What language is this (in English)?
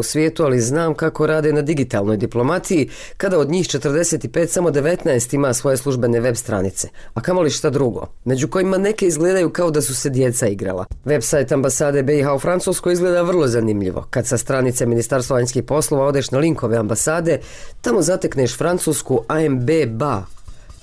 Bosnian